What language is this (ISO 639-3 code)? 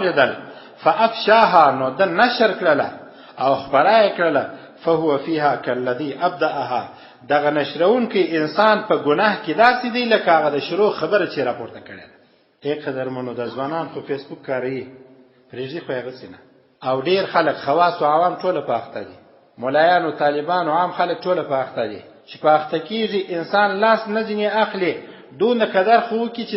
pus